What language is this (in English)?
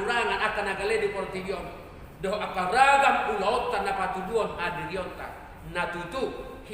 Batak Toba